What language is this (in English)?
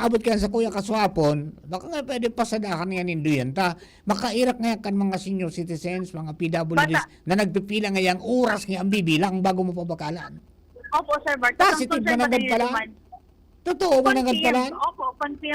Bikol